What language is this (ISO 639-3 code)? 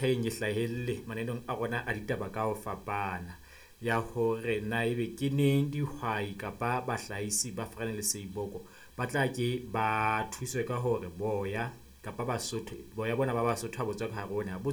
sot